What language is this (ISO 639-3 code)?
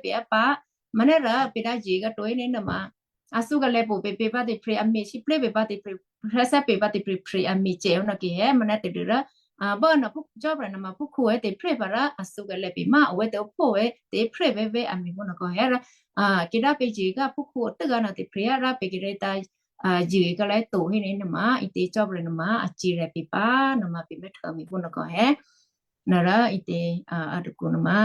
kyu